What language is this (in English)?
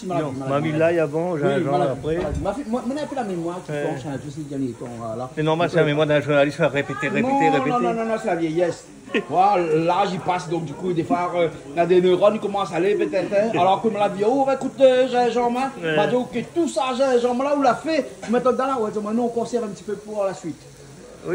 Réunion Creole French